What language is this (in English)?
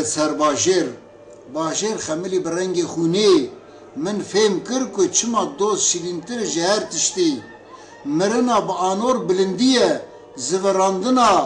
Kurdish